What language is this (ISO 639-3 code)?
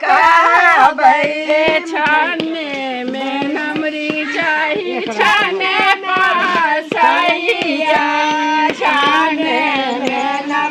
mai